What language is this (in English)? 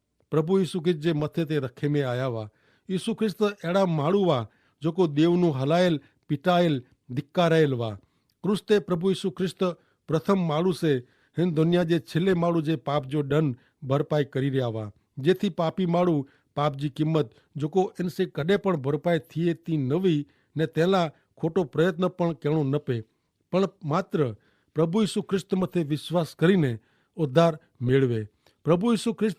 Kachhi